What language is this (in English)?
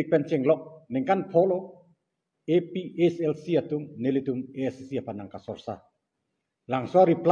Karbi